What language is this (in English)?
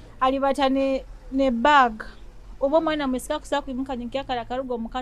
Nyoro